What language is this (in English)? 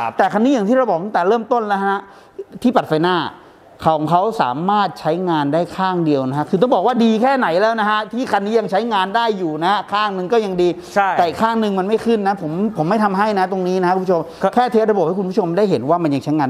Thai